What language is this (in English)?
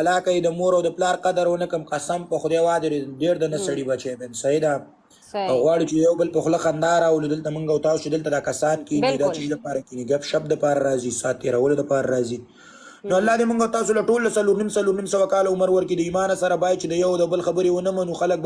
Pashto